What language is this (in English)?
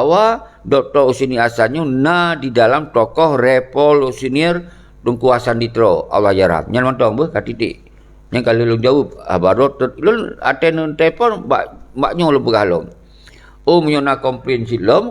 Achinese